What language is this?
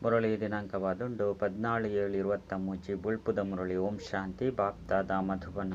Tulu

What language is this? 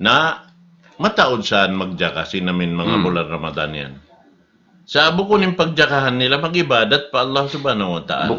Tausug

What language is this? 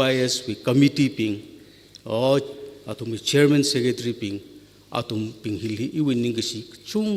Tangkhul Naga (India)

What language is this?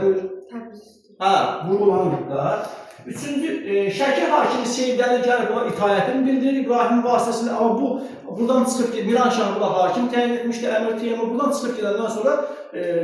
Azerbaijani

